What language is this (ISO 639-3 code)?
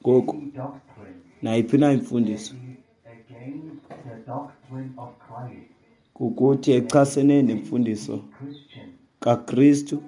xho